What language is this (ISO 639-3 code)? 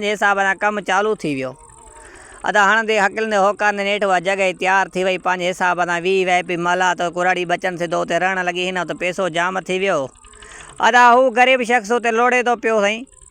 snd